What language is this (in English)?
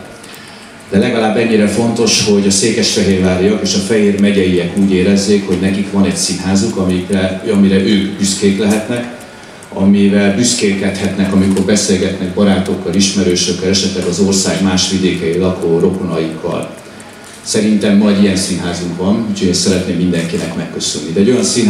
Hungarian